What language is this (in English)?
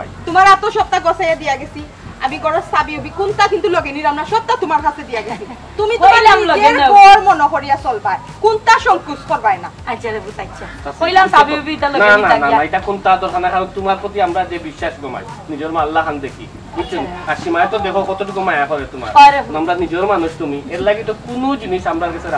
Sylheti